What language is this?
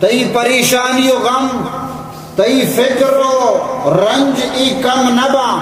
Baluchi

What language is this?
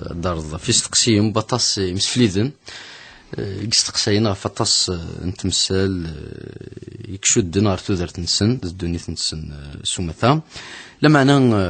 Kabyle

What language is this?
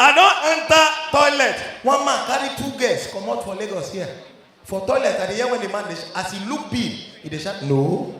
Nigerian Pidgin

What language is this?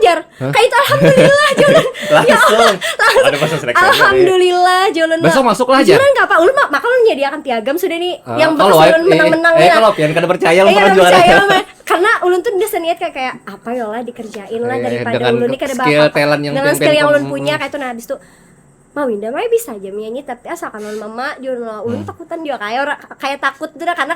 Banjar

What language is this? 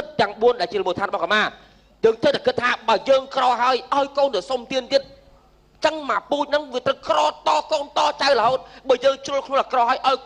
Khmer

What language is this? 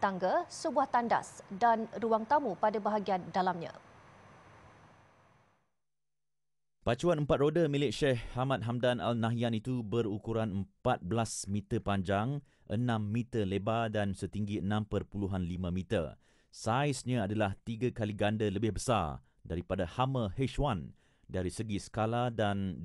Malay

